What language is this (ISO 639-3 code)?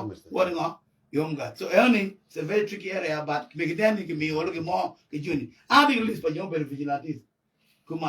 ach